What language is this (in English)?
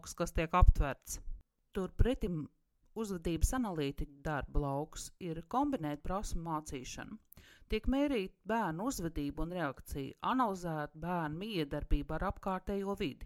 Latvian